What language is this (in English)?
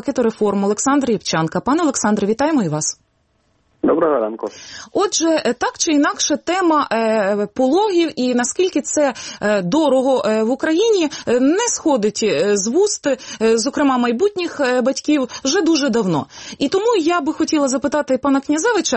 Ukrainian